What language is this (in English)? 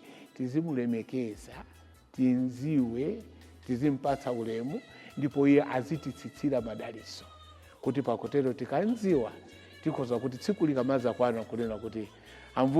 Nyanja